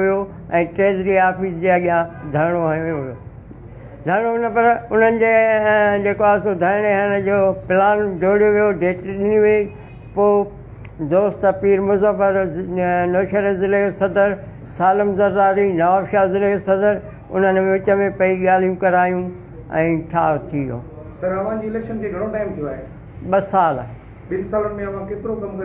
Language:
Sindhi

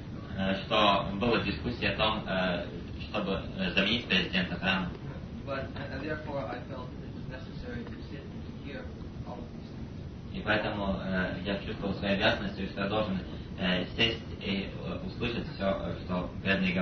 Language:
Russian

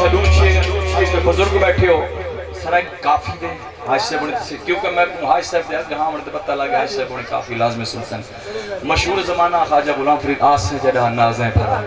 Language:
Saraiki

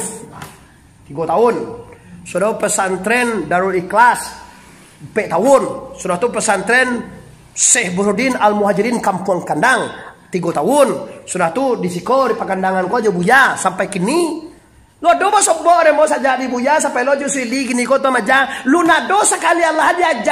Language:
Minangkabau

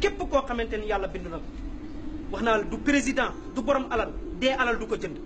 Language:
Wolof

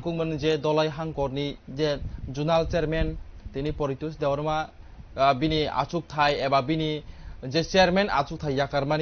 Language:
Kok Borok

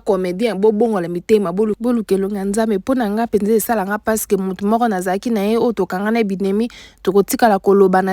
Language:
Lingala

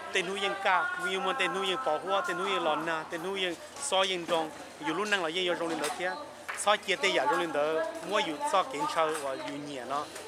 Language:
Hmong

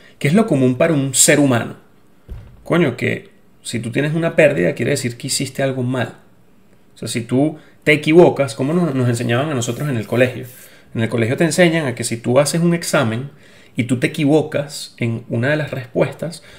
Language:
Spanish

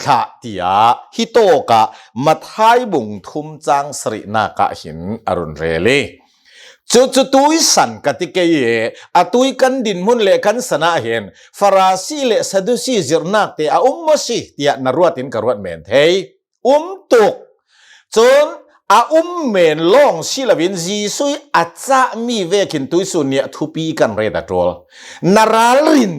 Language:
Hakha Chin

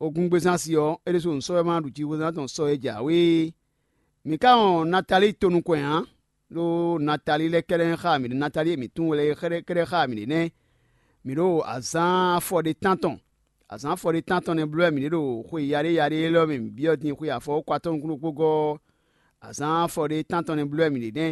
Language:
Fon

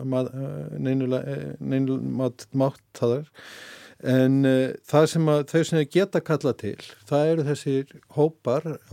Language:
Icelandic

